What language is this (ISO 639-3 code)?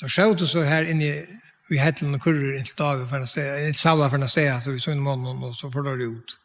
fao